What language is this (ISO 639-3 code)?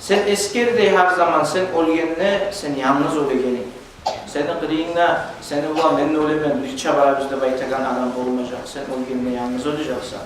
kum